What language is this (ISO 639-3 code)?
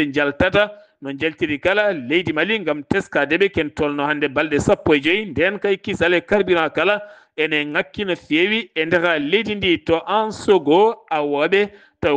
ful